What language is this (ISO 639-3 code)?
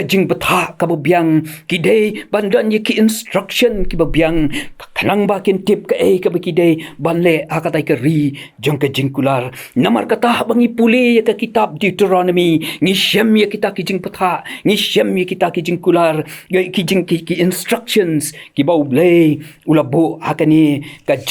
kha